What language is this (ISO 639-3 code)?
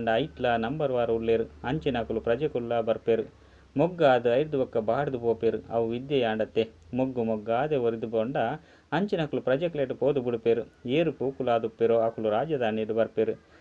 tcy